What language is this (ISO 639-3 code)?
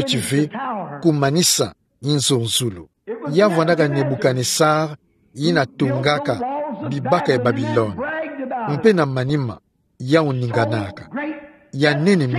ktu